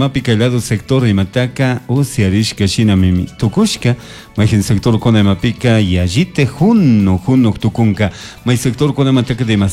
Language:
Chimborazo Highland Quichua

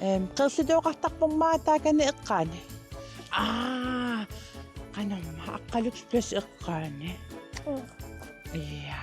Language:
Kalaallisut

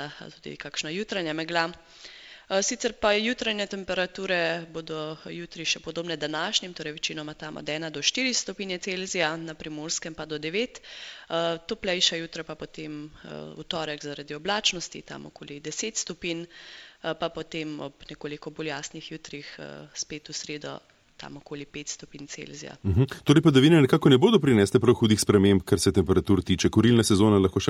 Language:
Slovenian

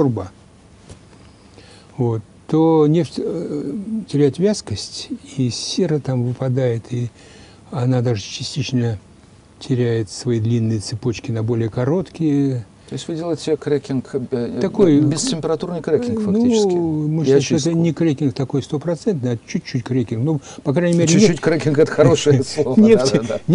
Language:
Russian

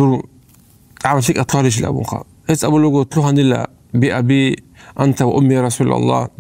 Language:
Avaric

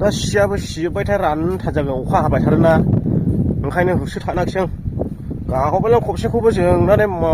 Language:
Bodo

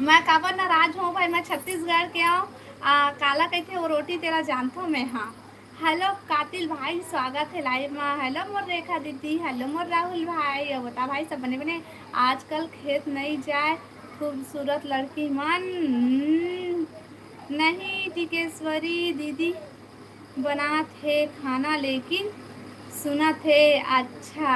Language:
Chhattisgarhi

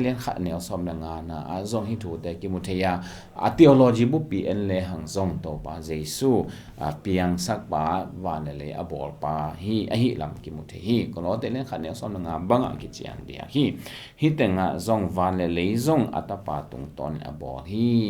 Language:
Tedim Chin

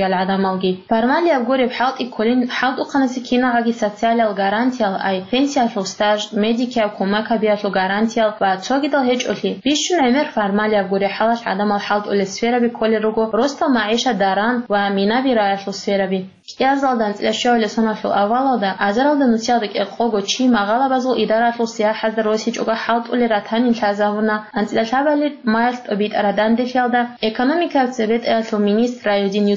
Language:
Avaric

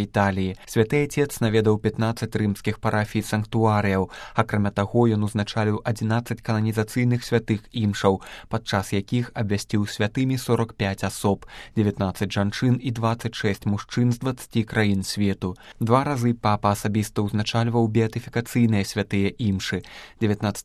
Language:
Belarusian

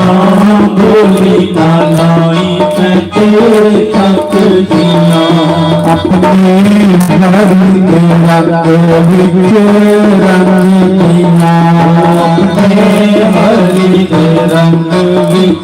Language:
Dogri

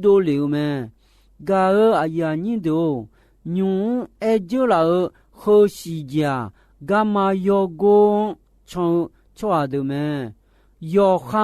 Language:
Akha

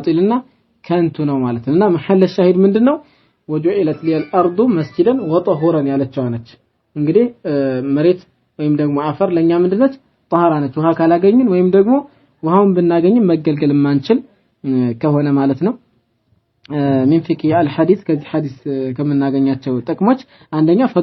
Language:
Amharic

